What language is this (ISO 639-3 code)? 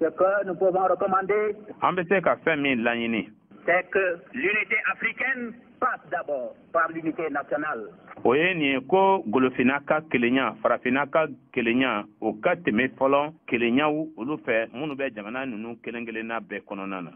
bam